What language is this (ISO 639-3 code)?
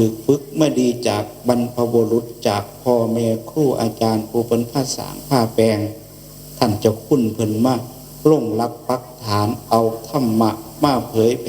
tts